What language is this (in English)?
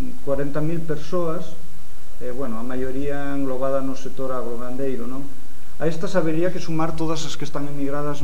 Galician